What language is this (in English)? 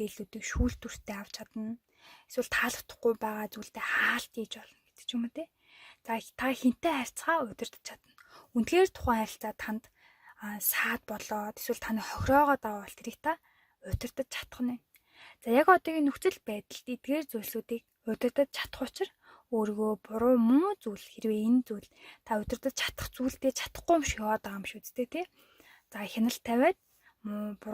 Mongolian